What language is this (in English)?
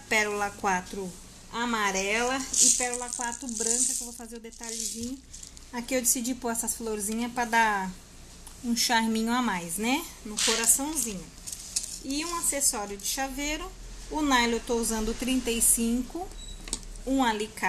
Portuguese